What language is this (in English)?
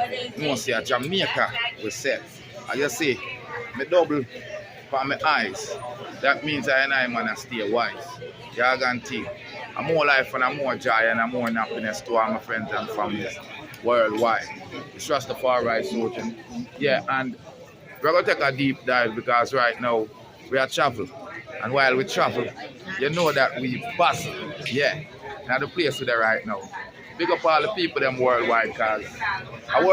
Jamaican Creole English